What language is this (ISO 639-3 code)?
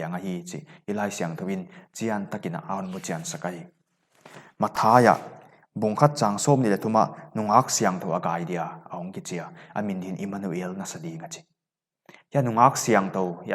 pck